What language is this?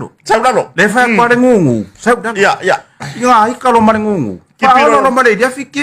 Samoan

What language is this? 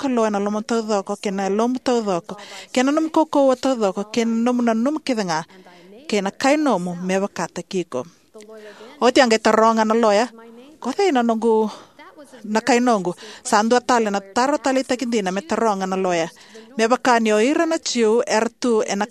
Fijian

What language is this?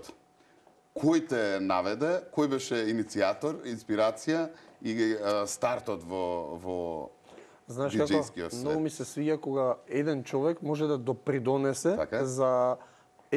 Macedonian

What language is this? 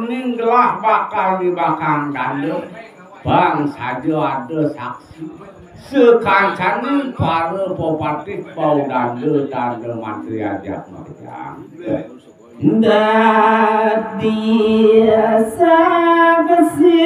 Balinese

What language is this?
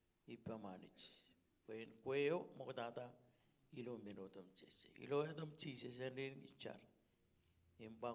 Marshallese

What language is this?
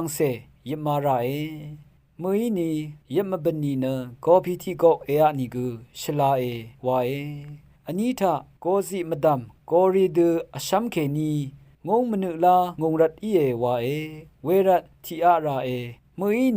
Rawang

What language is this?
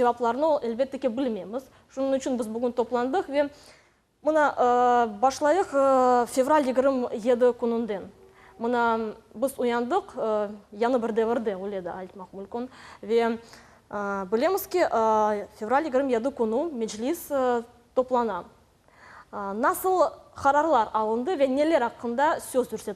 Crimean Tatar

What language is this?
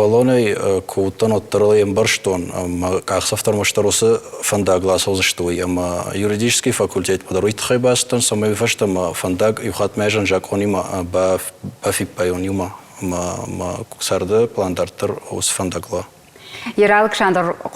Ossetic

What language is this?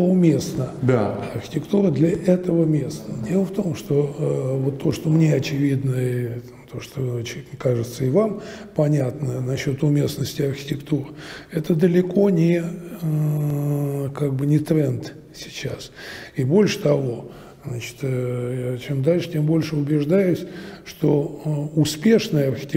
Russian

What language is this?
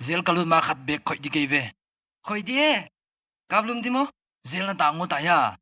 Paite Chin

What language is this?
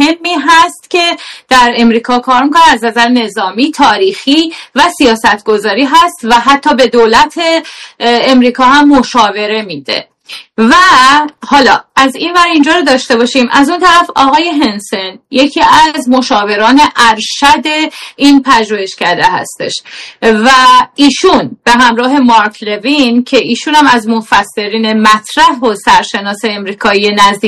Persian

